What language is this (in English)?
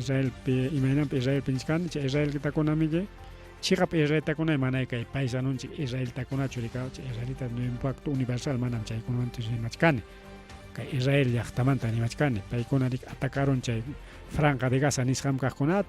Ayacucho Quechua